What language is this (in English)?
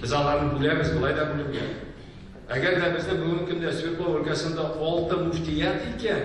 Tatar